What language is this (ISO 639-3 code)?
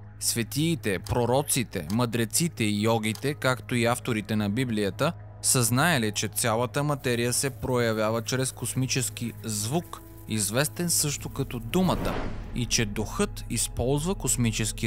bul